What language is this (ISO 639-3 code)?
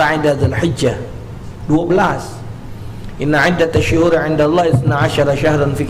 mui